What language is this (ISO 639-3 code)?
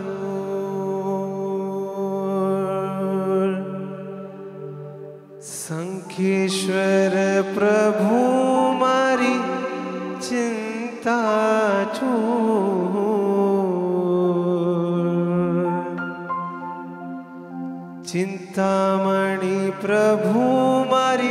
guj